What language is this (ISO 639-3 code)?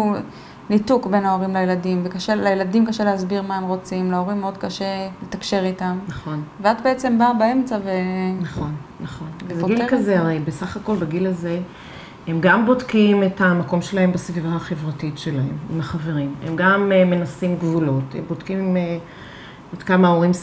heb